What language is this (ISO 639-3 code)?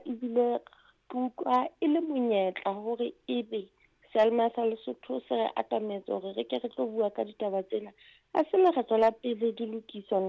sot